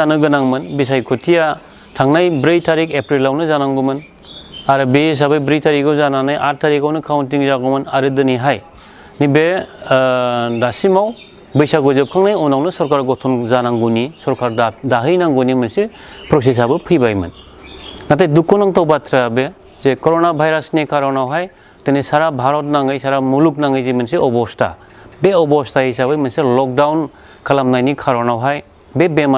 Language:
Bodo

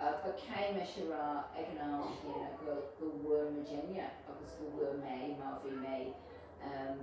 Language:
Irish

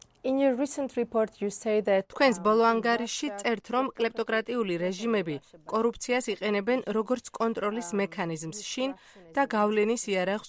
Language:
Georgian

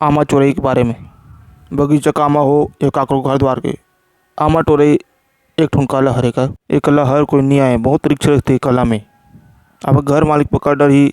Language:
Chhattisgarhi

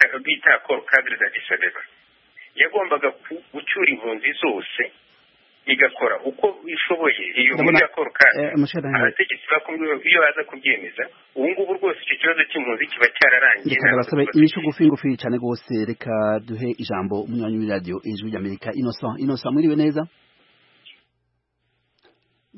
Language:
Kinyarwanda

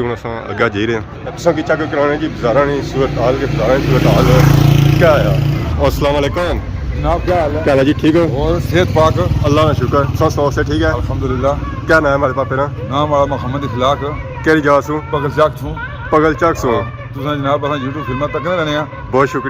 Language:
Pahari-Potwari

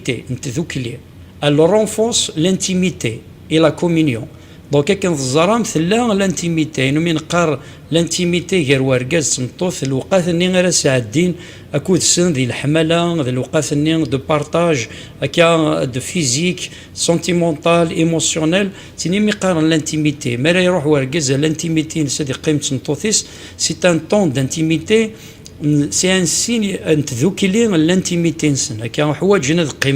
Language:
Kabyle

